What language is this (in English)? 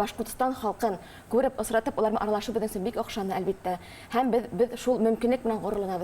Bashkir